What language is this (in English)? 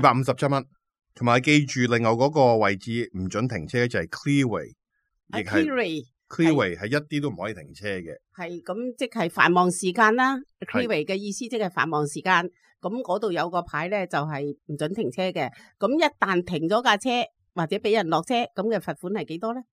Cantonese